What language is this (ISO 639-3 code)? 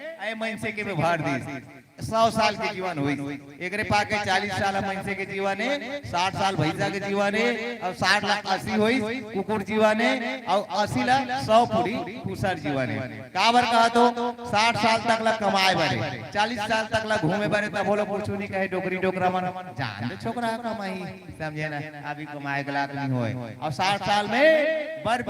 hne